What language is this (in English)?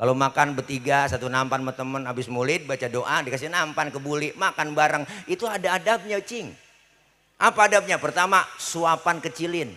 Betawi